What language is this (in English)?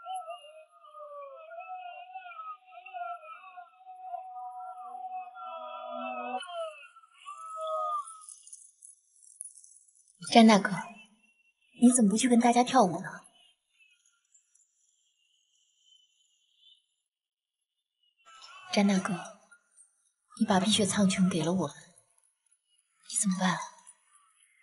Chinese